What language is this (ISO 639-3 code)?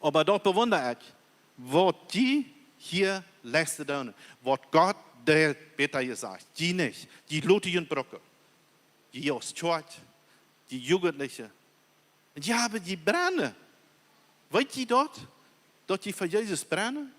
pdt